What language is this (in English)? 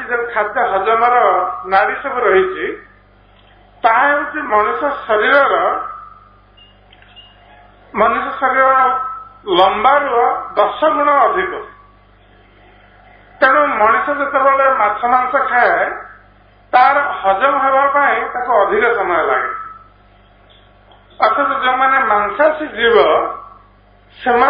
Odia